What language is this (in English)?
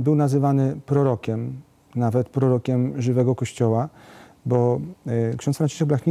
Polish